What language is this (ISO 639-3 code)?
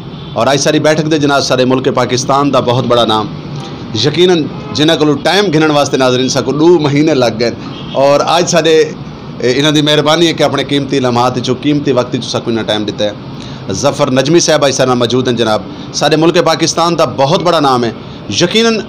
skr